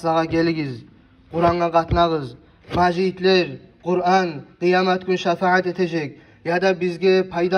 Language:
Kumyk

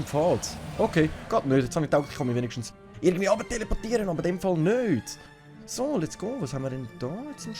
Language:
Swiss German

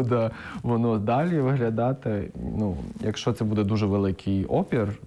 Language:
Ukrainian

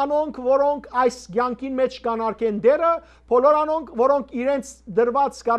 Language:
Western Armenian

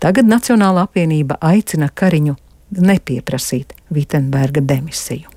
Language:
Latvian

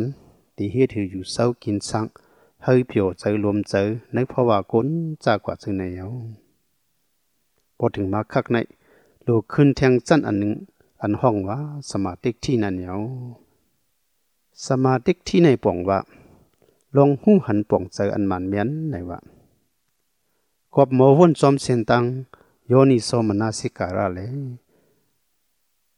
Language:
Thai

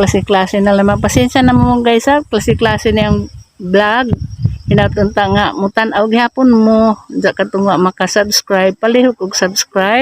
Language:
Cebuano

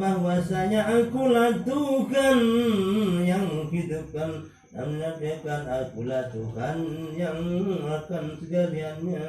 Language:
Sasak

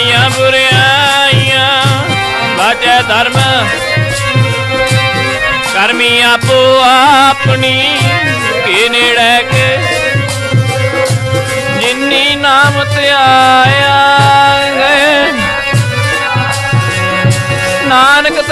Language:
Punjabi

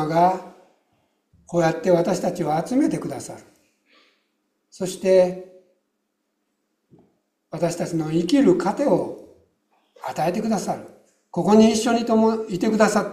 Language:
Japanese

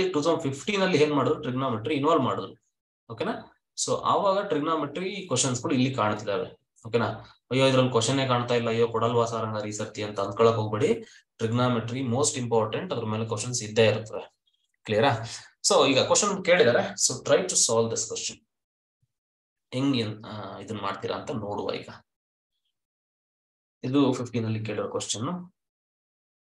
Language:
Kannada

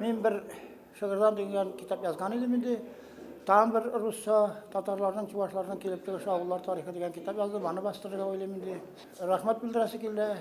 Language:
Tatar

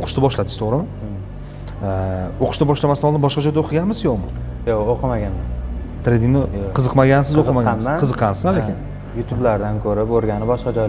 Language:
Uzbek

